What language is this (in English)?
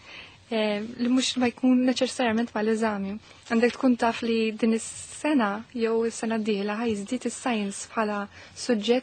Maltese